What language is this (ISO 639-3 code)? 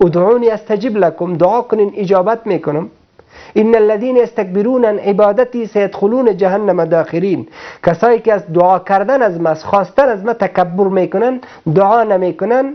fas